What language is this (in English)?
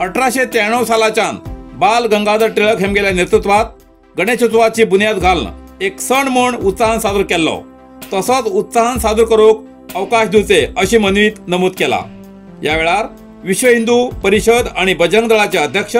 Konkani